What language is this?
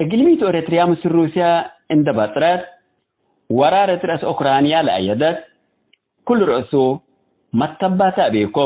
Tigre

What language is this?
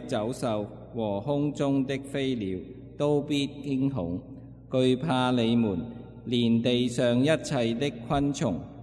Cantonese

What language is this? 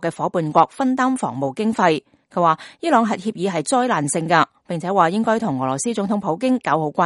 Cantonese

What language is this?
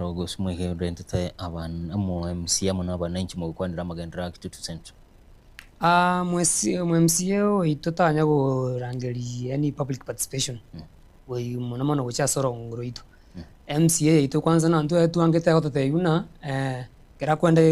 Gusii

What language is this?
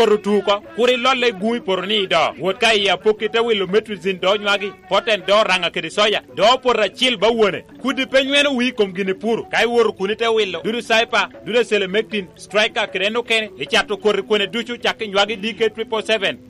Lango (Uganda)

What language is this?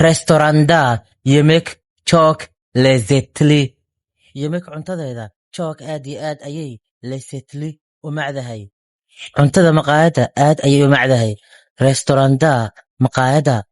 Somali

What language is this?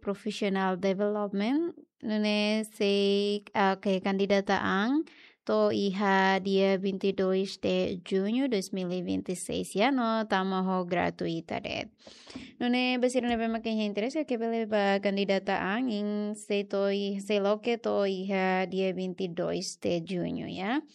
Tetum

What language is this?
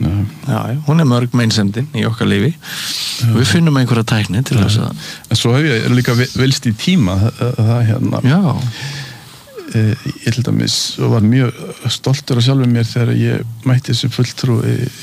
Icelandic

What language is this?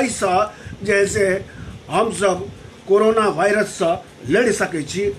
Maithili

